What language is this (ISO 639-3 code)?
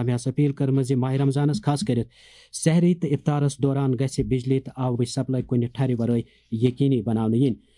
kas